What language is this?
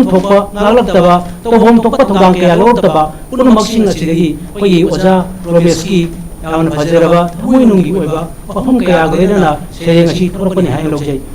Manipuri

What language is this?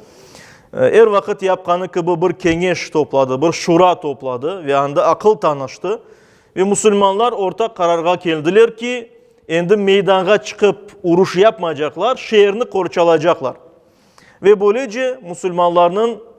Crimean Tatar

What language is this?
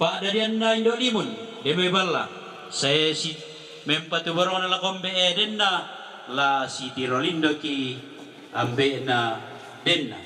Toraja-Sa'dan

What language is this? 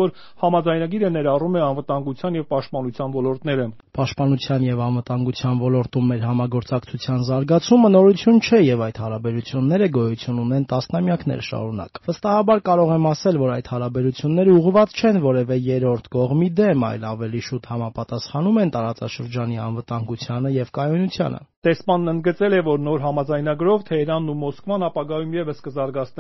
Armenian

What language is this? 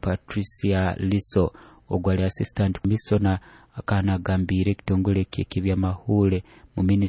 Nyoro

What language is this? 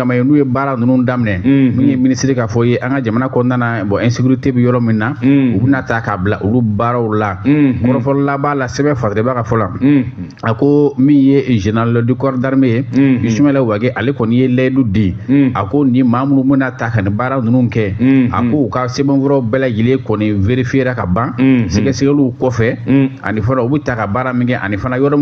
Bambara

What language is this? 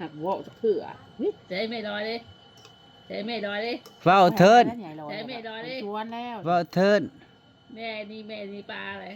Northeastern Thai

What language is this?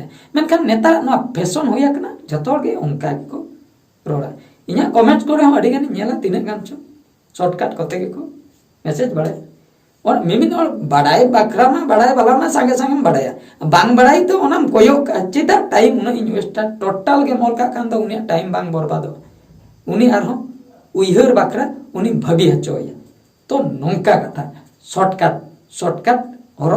Santali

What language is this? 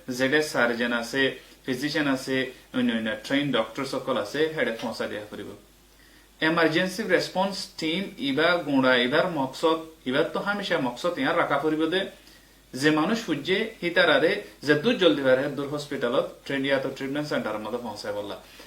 Rohingya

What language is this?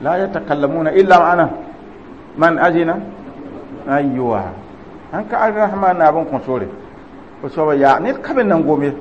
Mossi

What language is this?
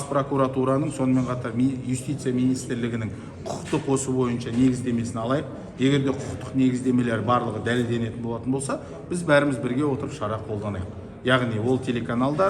Kazakh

